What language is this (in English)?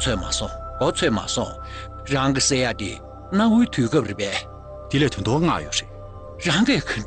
Tibetan